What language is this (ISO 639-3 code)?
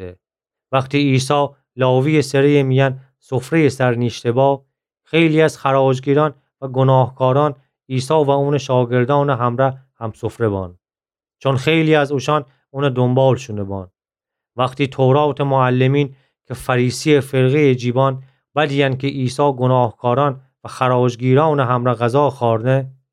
glk